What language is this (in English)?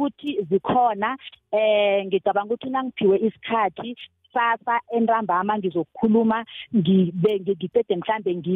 South Ndebele